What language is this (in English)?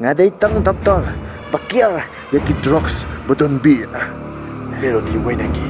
Khasi